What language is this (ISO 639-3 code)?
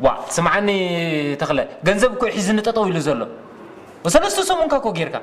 tir